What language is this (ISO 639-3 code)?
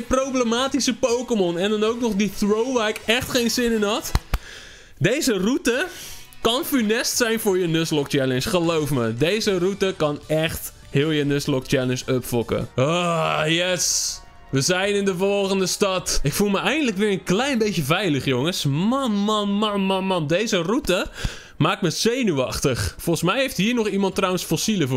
nld